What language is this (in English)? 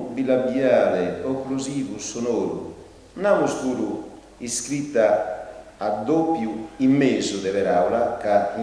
Sardinian